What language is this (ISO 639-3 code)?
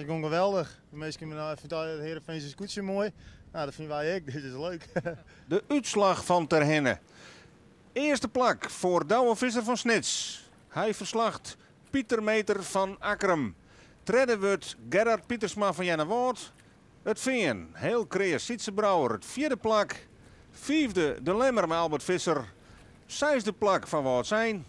fry